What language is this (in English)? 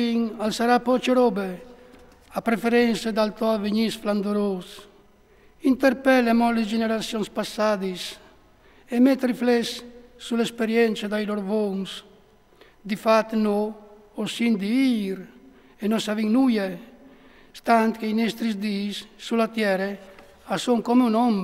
Friulian